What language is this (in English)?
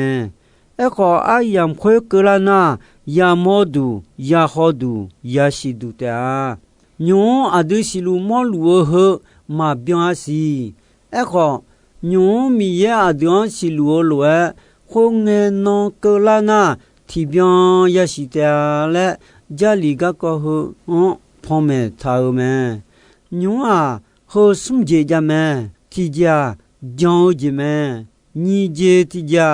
Akha